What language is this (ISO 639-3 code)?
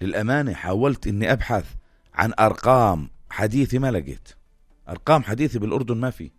apc